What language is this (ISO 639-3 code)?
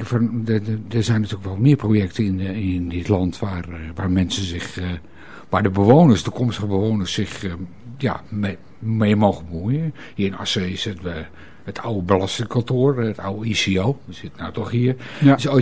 nld